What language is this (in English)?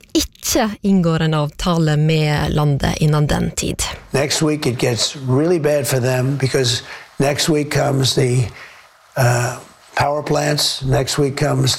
Norwegian